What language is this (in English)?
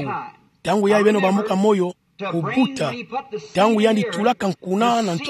Kituba (Democratic Republic of Congo)